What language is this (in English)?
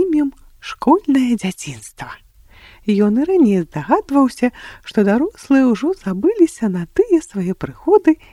Belarusian